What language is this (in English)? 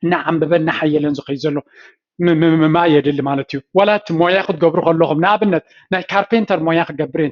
Tigrinya